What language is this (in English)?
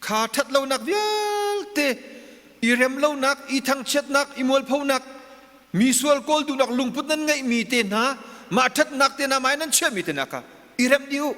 Hakha Chin